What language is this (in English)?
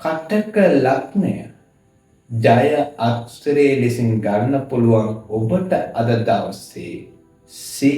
Sinhala